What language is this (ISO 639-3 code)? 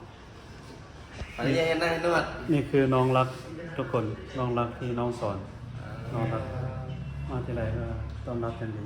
lao